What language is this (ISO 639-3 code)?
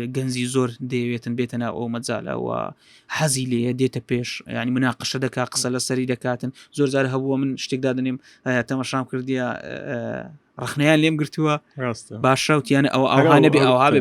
ckb